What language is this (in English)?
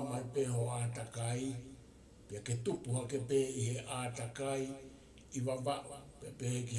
Tongan